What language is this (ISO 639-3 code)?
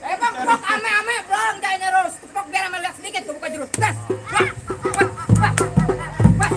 bew